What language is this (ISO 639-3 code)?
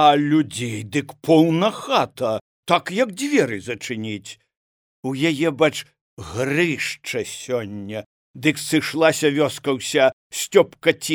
bel